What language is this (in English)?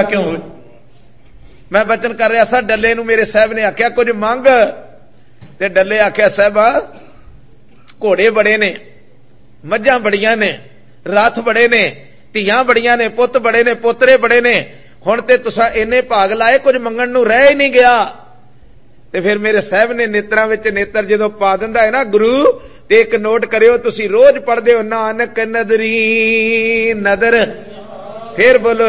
Punjabi